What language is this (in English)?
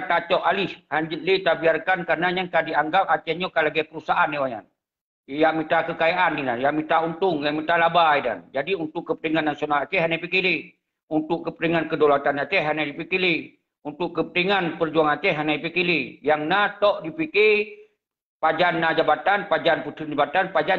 Achinese